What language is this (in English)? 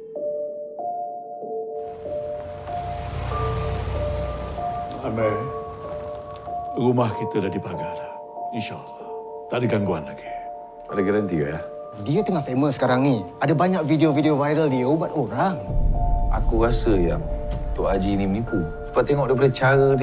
Malay